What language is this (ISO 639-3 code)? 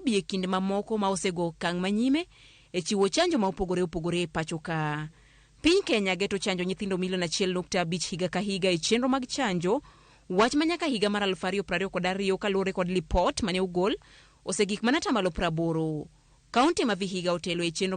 luo